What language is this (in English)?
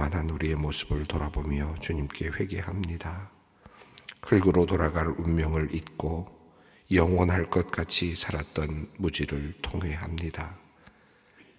Korean